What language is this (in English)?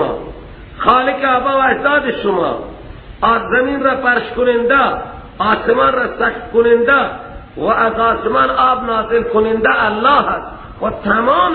Persian